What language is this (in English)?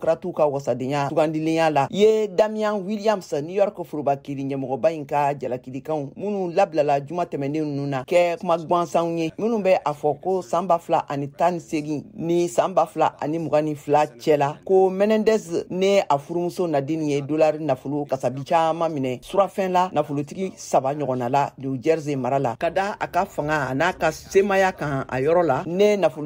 Bambara